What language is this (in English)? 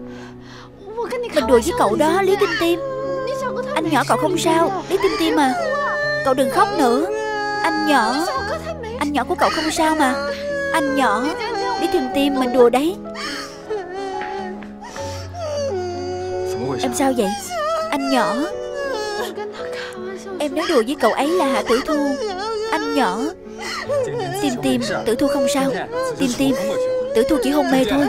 Vietnamese